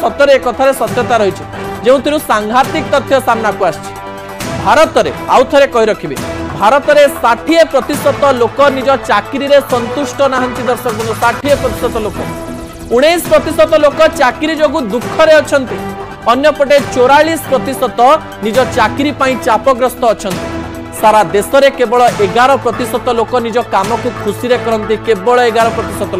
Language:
Odia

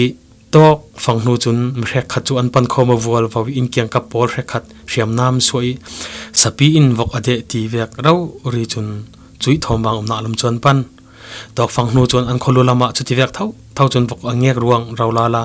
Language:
Falam Chin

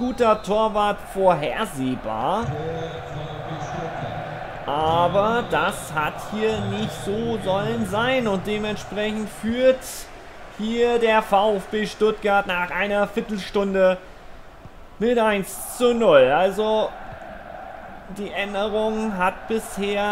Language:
German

